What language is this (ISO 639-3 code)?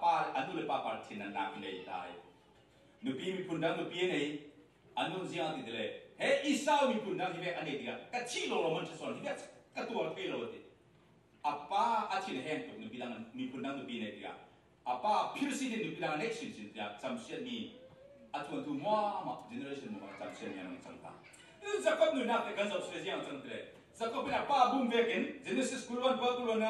cfm